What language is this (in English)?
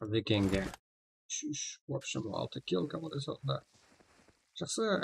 Kara-Kalpak